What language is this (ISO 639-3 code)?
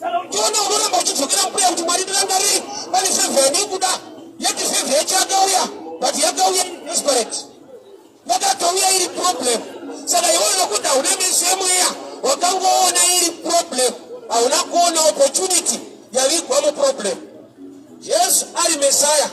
sna